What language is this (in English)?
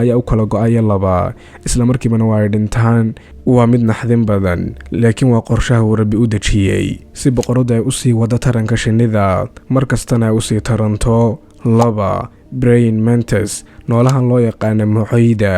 Somali